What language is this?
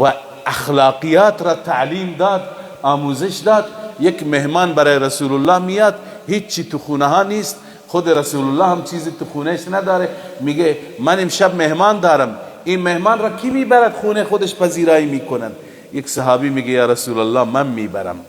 Persian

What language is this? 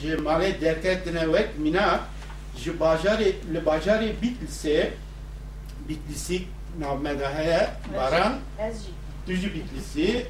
Kurdish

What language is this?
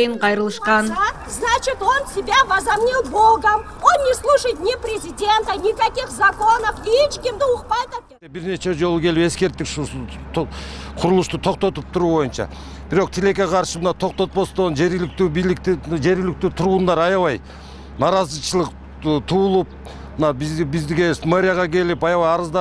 Kyrgyz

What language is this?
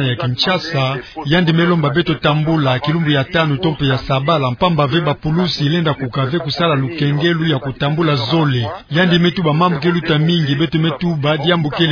Kituba (Democratic Republic of Congo)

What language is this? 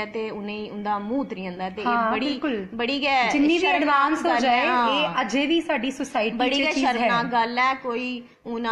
Dogri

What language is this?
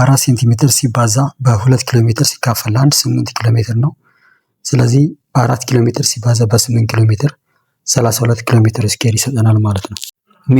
Amharic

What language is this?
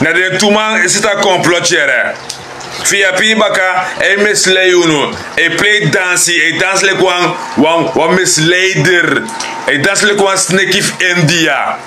Sranan Tongo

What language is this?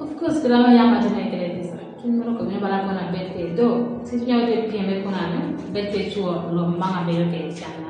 Kumam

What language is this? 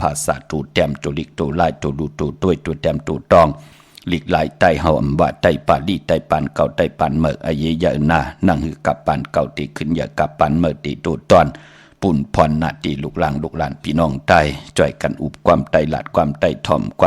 Shan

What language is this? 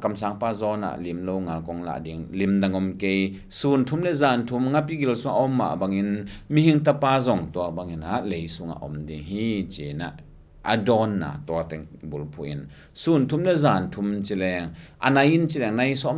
Tedim Chin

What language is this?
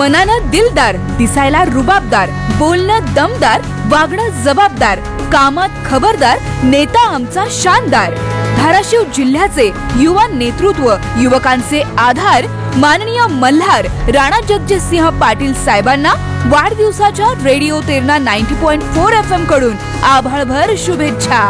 Marathi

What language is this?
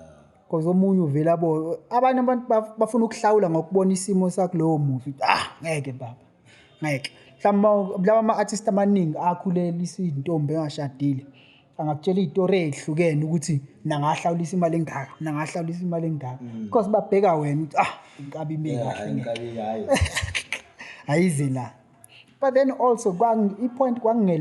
Zulu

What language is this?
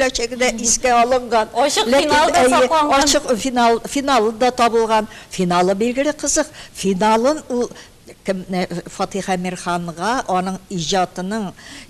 Tatar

